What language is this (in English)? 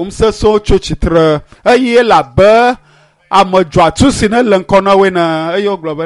Ewe